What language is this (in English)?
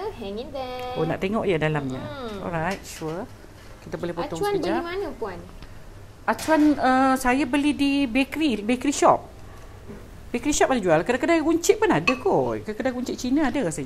Malay